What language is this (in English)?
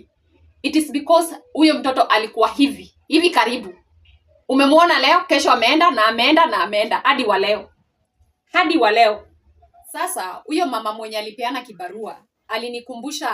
Swahili